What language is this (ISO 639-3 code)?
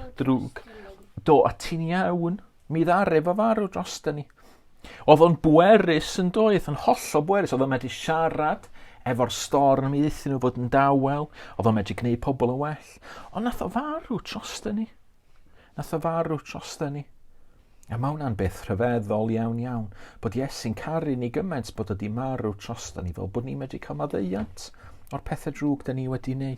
cym